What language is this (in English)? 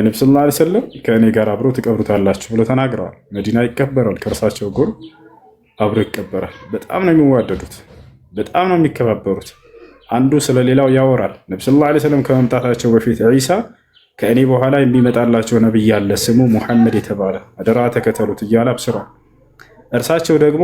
Amharic